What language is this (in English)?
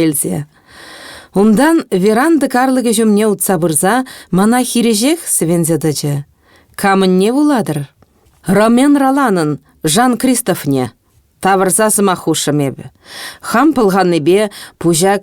Chuvash